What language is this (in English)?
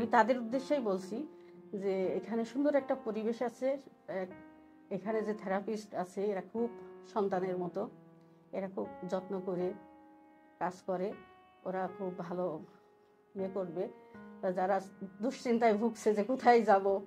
Bangla